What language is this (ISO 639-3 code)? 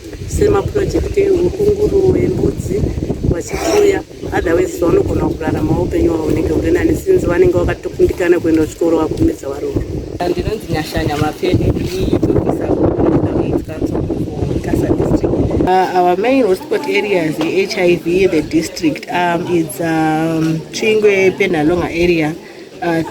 sna